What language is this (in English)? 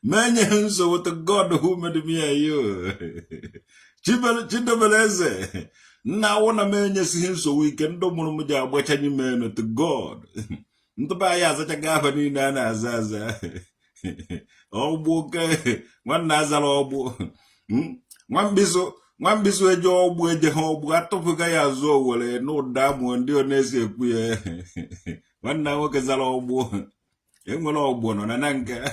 Igbo